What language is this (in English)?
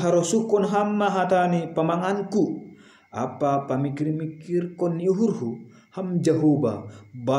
Batak Simalungun